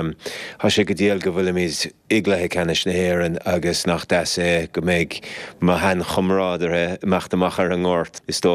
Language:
Irish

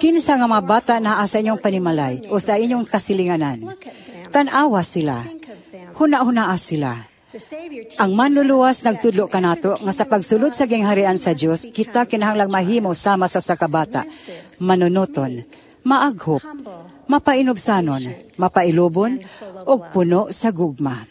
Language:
Cebuano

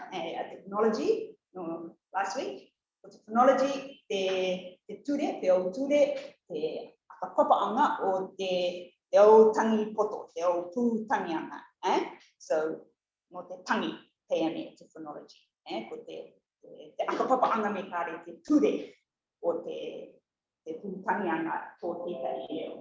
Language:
Rarotongan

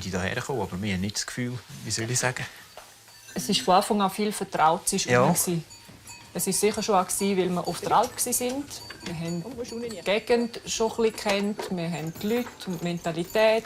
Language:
Romansh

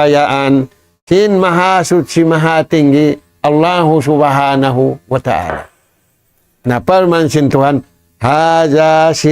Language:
Tausug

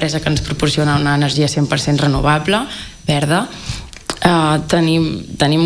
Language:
Catalan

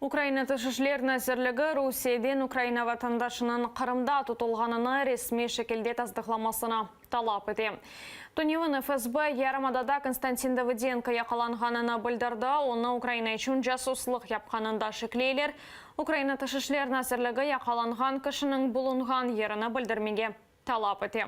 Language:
Crimean Tatar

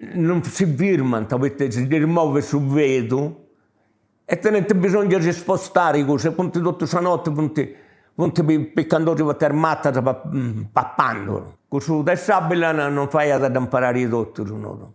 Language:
Sardinian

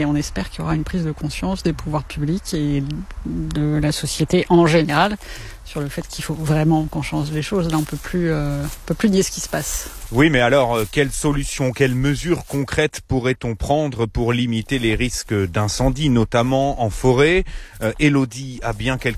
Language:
French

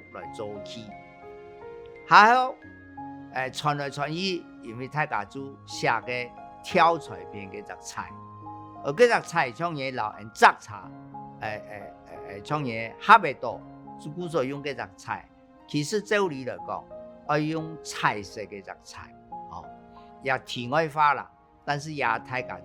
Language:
Hakka Chinese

